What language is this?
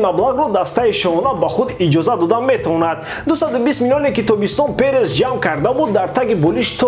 Tajik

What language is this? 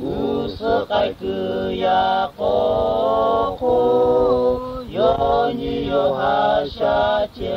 Lahu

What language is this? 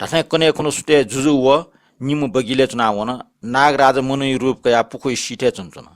Newari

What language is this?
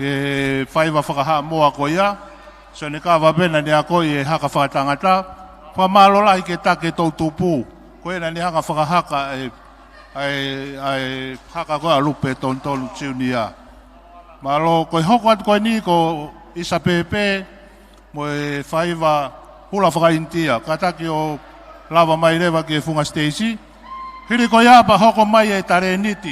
Tongan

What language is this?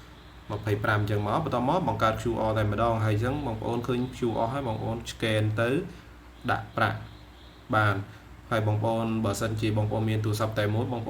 Khmer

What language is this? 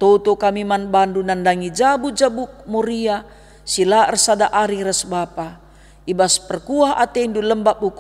Batak Karo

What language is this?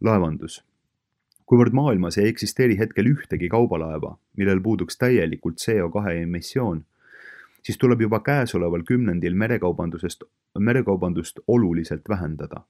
Estonian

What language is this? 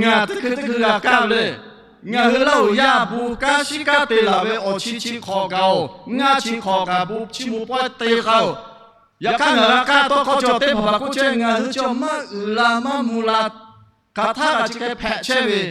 Lahu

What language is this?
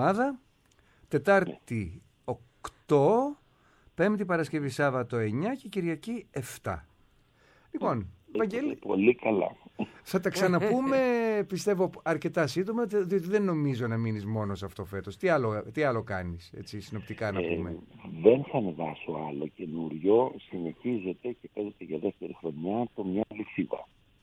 Greek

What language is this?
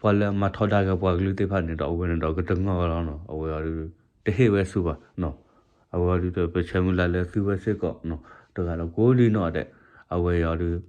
S'gaw Karen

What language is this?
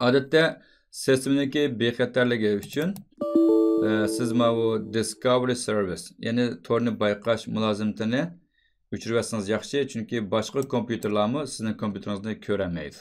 Uyghur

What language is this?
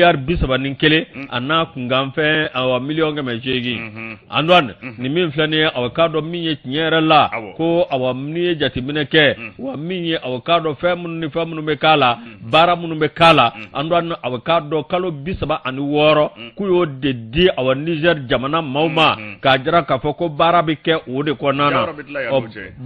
Bambara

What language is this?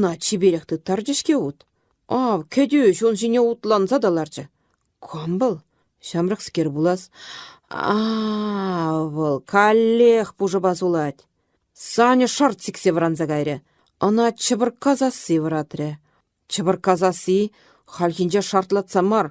Chuvash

